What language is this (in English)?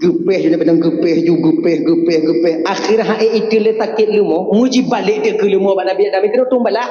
Achinese